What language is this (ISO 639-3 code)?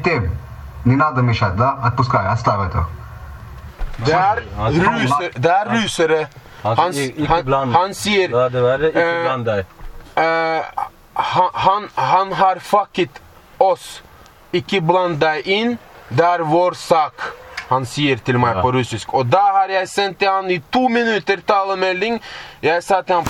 nor